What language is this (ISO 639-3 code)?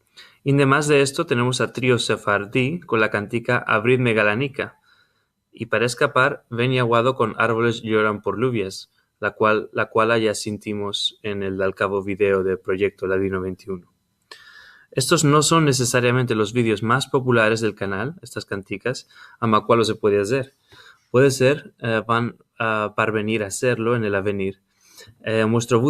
lad